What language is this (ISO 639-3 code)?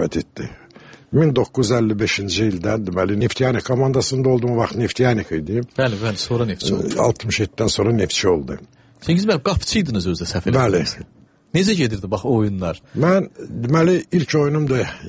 aze